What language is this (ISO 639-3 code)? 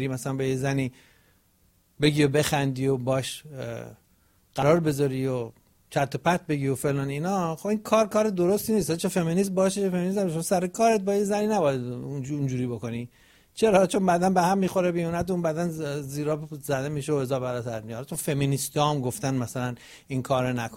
fas